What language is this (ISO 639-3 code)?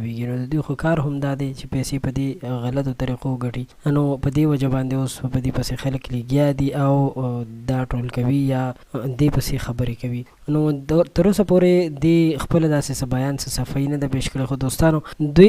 pus